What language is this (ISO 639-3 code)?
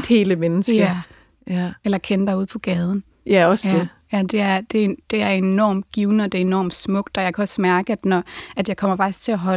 dan